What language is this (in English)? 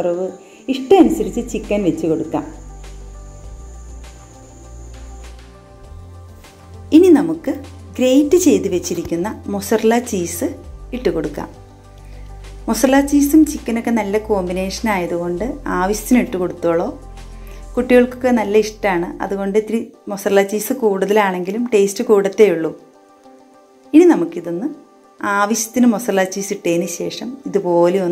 Malayalam